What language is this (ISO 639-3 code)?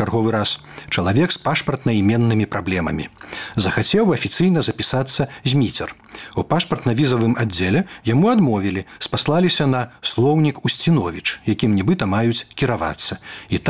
bel